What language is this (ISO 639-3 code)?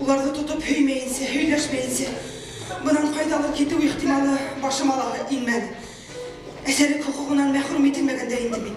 bak